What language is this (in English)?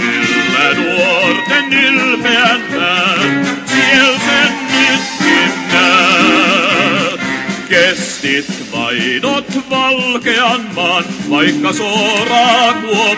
Finnish